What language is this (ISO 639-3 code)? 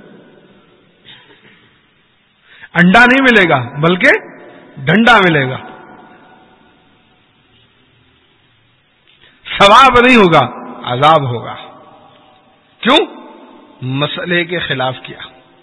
urd